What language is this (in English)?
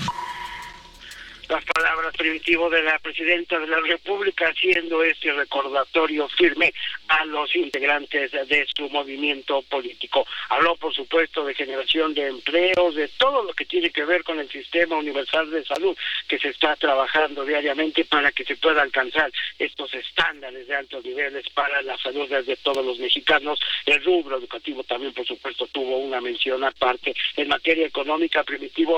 Spanish